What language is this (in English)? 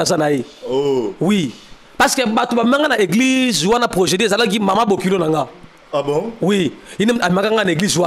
Lingala